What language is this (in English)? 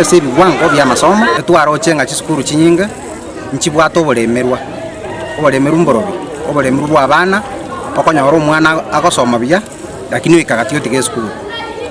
Gusii